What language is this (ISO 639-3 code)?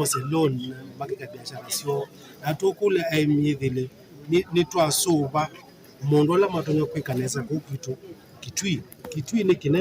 kam